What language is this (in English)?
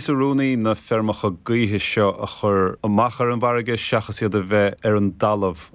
Irish